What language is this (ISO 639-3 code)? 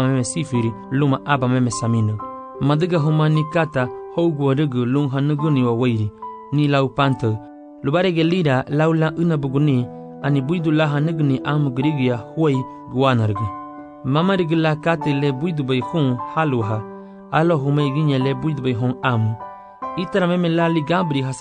cab